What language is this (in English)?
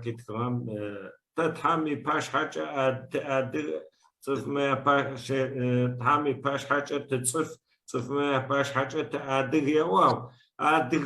Adyghe